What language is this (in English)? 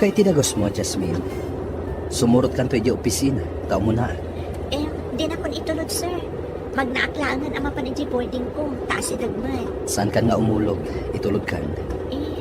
Iloko